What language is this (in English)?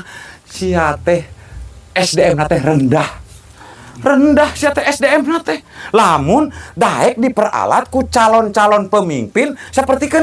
Sundanese